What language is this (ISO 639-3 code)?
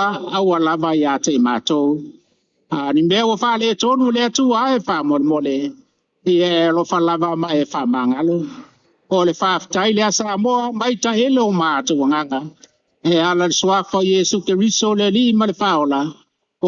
smo